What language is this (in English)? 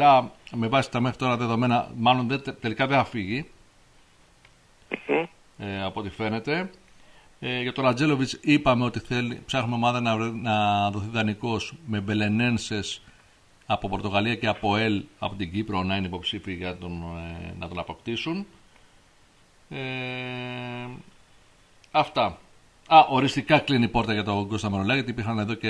Greek